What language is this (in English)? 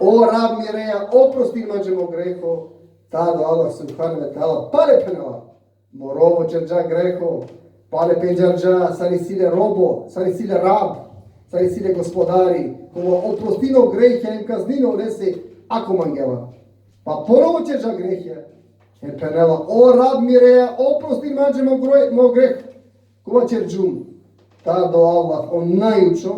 Balkan Romani